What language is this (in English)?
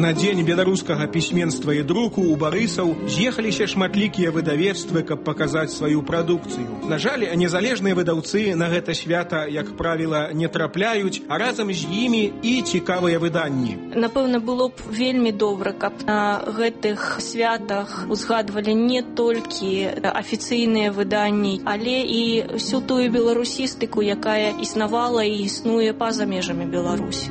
Belarusian